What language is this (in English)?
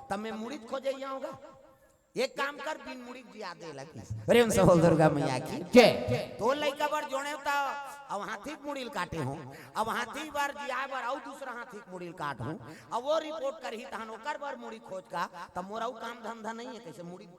Chhattisgarhi